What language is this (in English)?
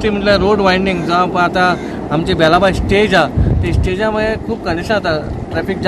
Konkani